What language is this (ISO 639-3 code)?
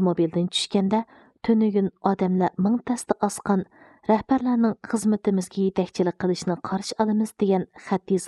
uig